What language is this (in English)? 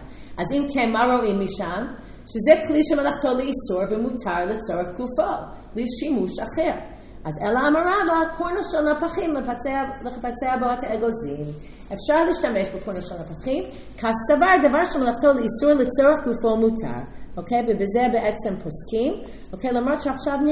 Hebrew